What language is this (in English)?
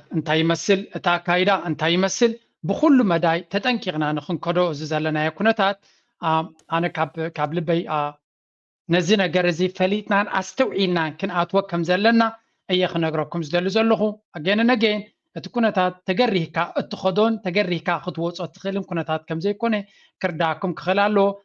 Tigrinya